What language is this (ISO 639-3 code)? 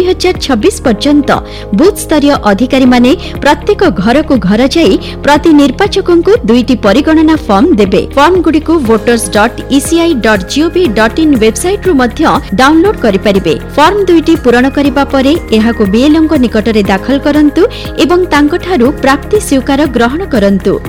ori